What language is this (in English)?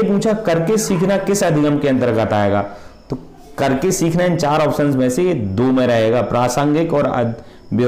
Hindi